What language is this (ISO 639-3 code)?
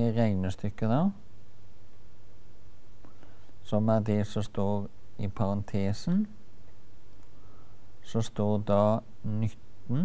nor